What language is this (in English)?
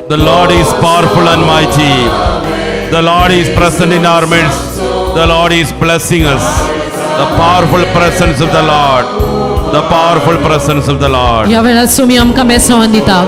Konkani